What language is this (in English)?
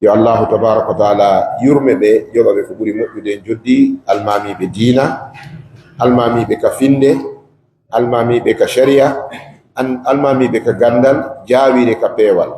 Fula